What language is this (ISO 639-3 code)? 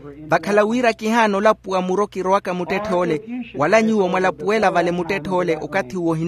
vmw